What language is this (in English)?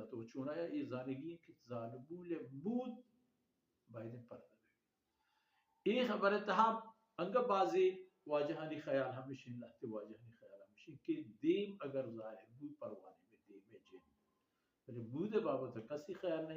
Baluchi